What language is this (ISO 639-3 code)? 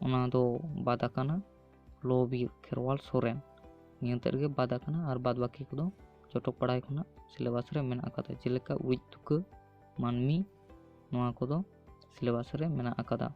sat